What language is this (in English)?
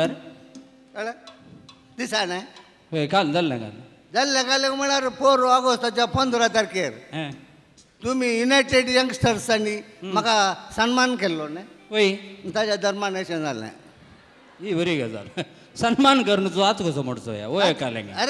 Konkani